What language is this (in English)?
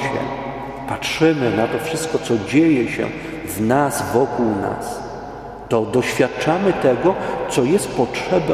Polish